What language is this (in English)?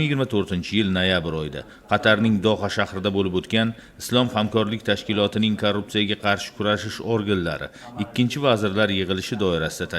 Uzbek